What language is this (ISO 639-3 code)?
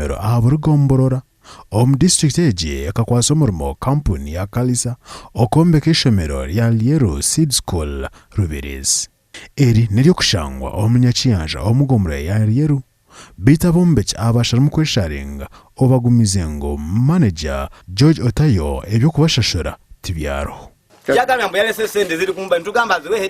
nyn